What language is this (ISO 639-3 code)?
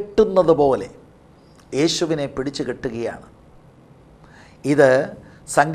mal